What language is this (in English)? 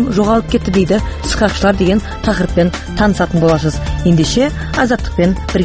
Kazakh